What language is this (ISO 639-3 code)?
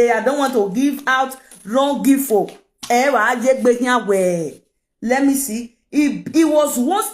pcm